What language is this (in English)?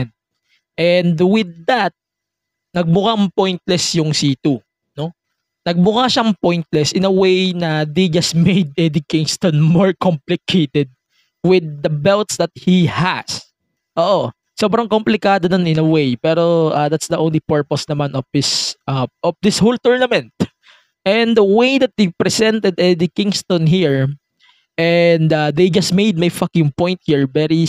Filipino